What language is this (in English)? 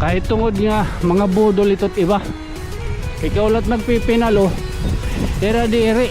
Waray